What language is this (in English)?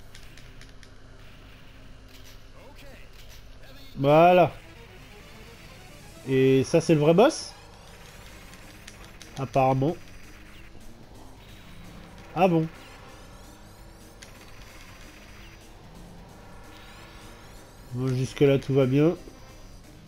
French